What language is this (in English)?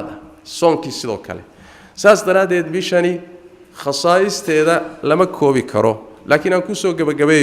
Somali